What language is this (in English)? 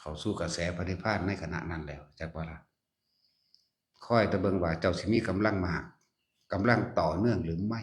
Northeastern Thai